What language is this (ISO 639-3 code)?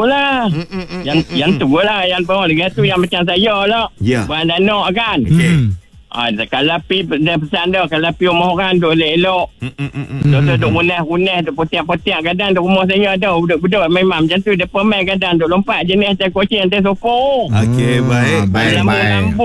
msa